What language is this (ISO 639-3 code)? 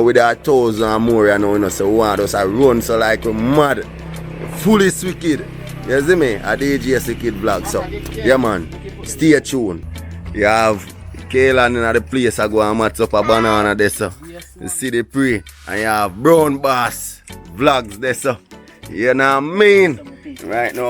jam